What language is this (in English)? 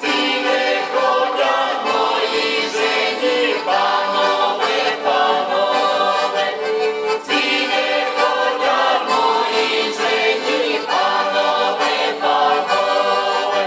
Rusyn